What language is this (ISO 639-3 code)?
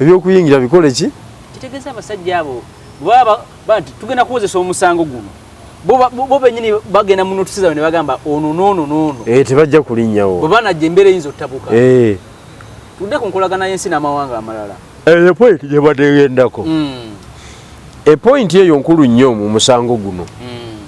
lug